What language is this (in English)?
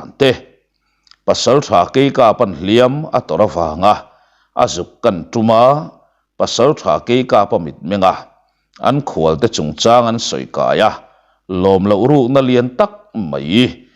Mizo